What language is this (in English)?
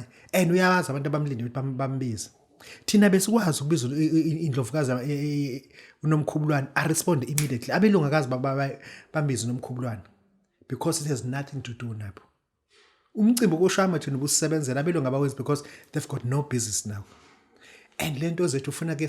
Zulu